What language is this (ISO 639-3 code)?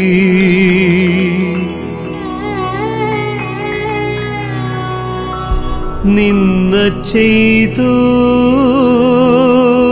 mal